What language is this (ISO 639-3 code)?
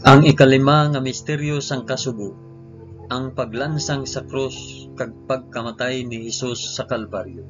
hil